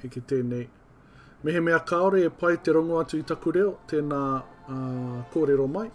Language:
Māori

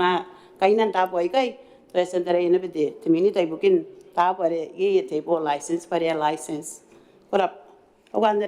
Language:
Gilbertese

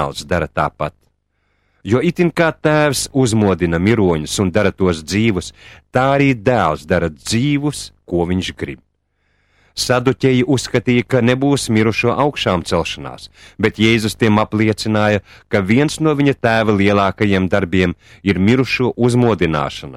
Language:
Latvian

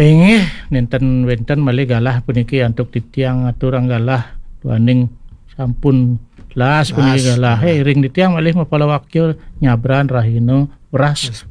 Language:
Balinese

